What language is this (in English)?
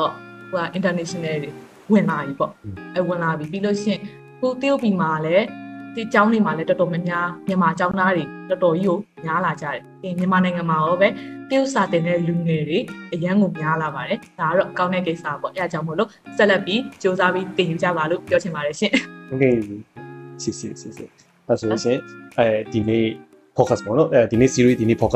Burmese